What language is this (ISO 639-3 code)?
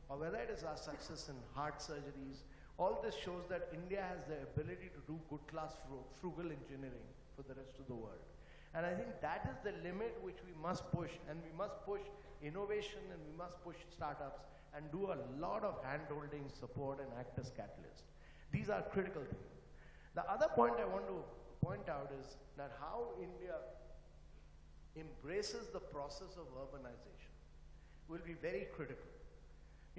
eng